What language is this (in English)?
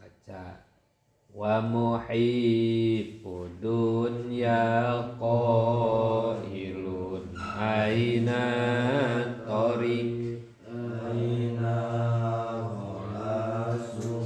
Sundanese